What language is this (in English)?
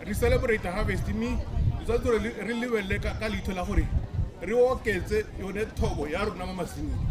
Tswana